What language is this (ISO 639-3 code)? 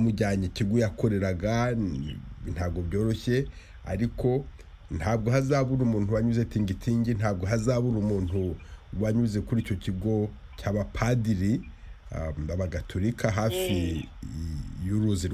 kin